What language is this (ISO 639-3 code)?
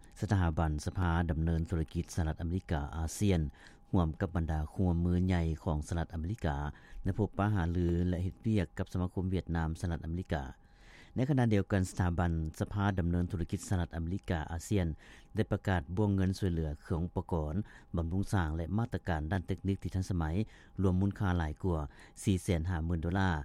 lao